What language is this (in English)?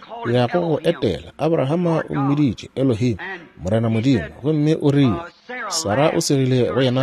Northern Sotho